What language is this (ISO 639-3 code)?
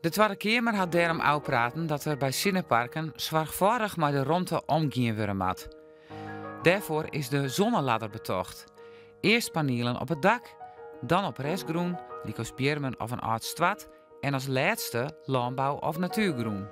fry